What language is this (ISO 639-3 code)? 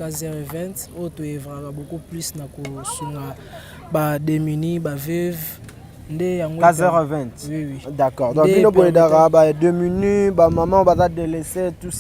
lin